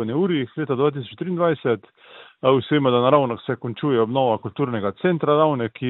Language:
Slovenian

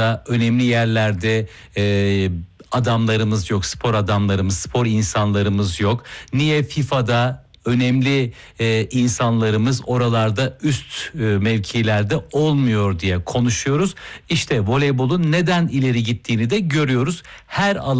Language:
Turkish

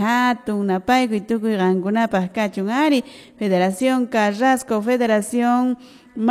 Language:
Quechua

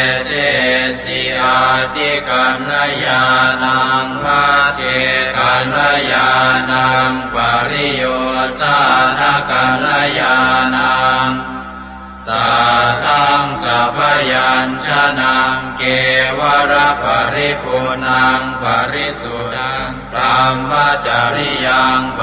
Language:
Pali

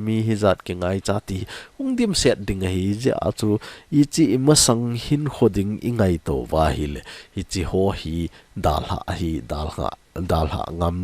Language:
Thado Chin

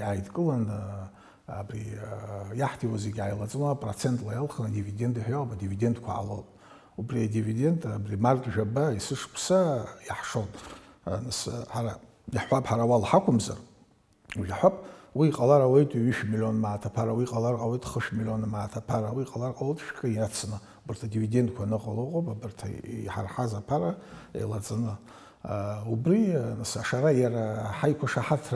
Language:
Abkhazian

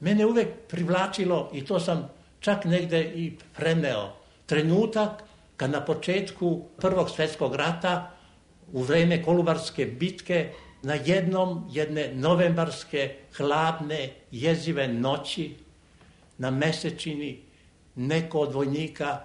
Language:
Serbian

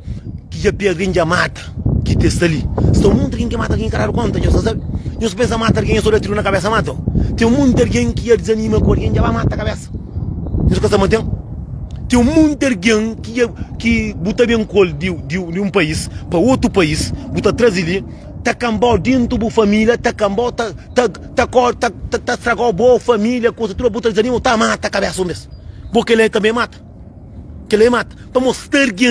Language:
Kabuverdianu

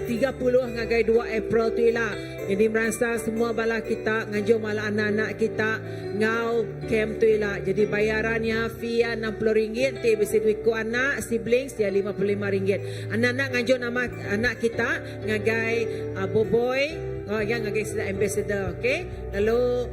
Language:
Iban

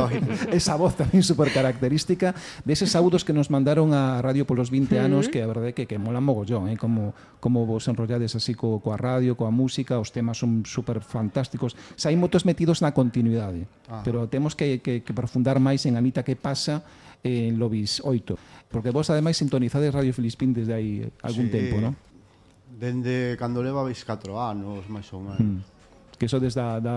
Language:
Galician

